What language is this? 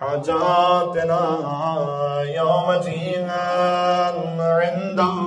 Urdu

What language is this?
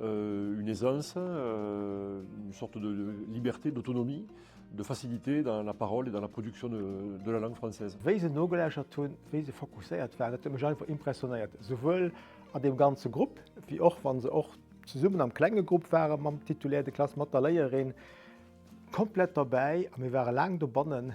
Luxembourgish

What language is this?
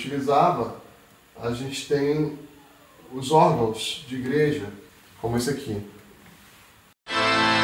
Portuguese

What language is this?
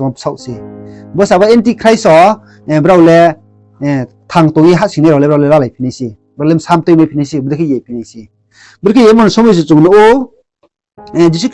Riang (India)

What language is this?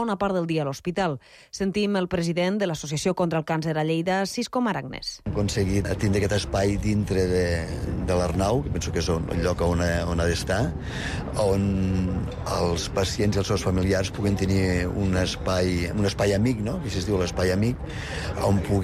Catalan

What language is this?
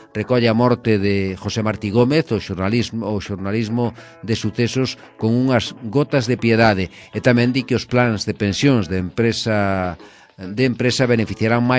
Galician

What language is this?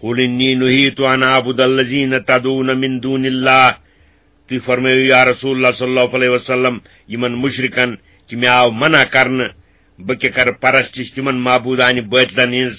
Kashmiri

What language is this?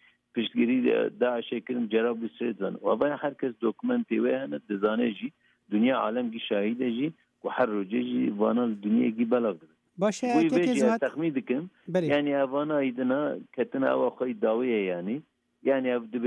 Kurdish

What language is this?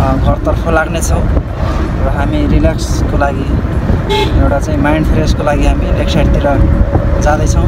Nepali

